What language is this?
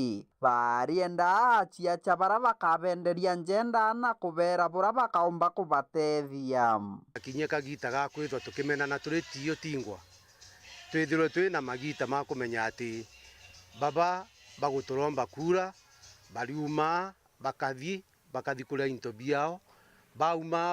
Meru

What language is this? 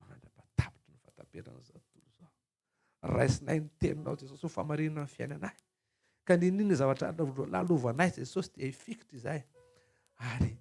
Malagasy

